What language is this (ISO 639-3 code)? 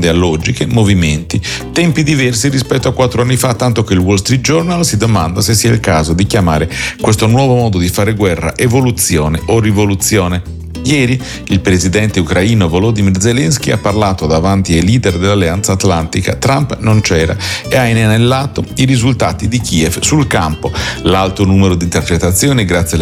ita